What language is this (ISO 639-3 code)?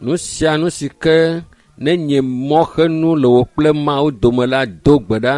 ewe